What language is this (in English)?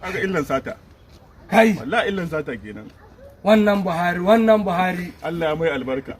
Hausa